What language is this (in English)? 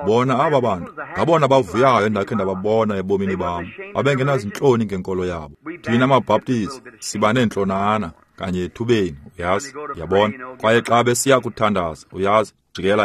Xhosa